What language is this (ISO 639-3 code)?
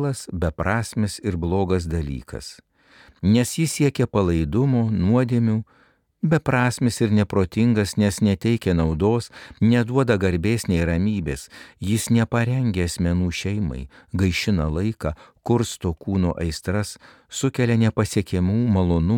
lit